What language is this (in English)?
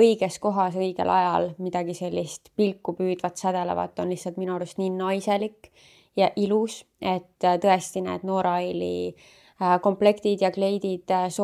Estonian